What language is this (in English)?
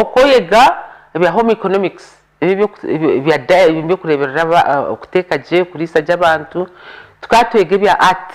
Nyankole